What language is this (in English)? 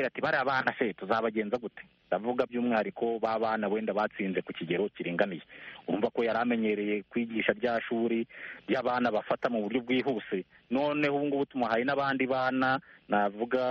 Kinyarwanda